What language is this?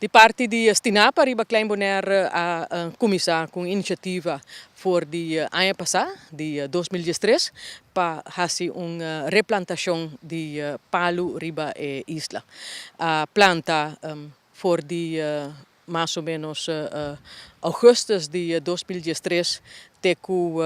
Papiamento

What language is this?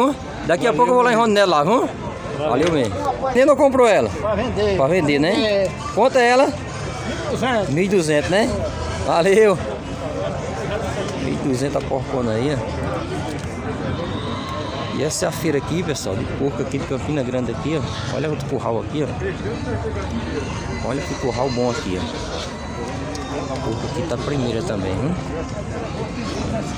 Portuguese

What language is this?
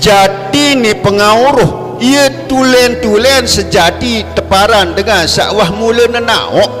Sasak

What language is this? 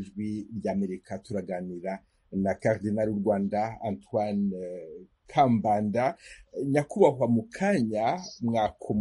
Kinyarwanda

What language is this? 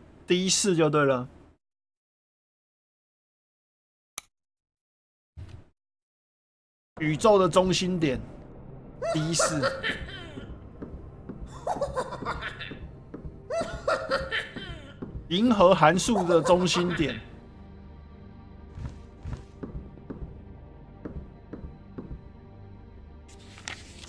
Chinese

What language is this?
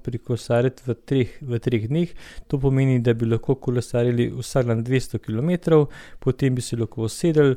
Slovenian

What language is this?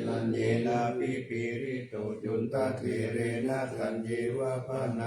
Pali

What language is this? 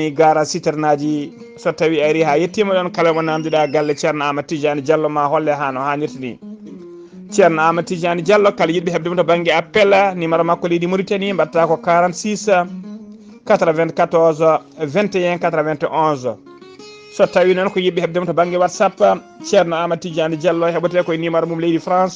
Fula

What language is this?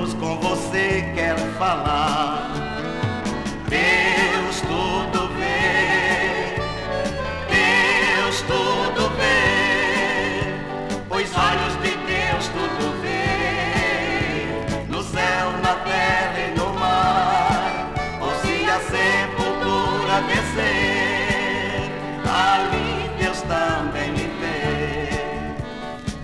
Portuguese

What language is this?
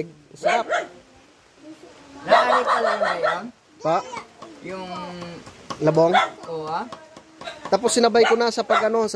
Filipino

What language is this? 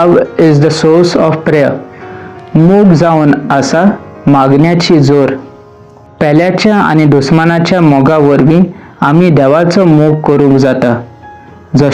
Konkani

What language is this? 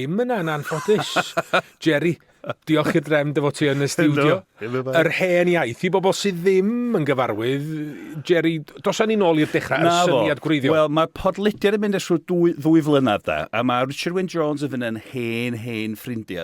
Welsh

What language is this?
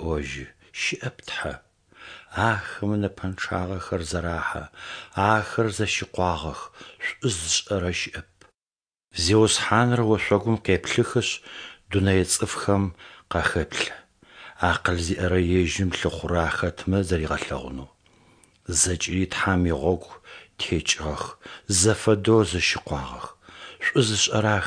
Adyghe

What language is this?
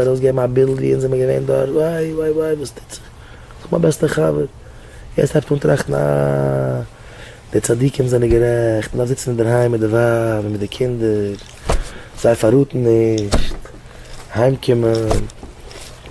Yiddish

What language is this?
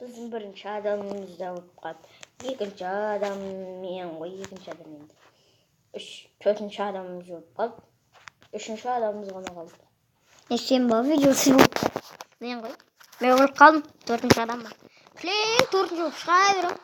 Kazakh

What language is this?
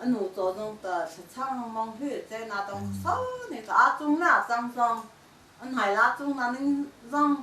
Hakha Chin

